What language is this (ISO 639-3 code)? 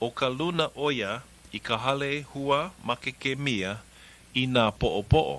haw